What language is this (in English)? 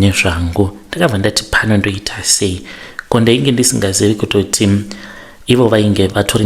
Shona